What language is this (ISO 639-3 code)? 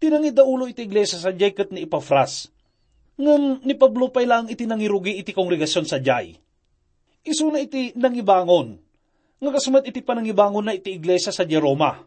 ilo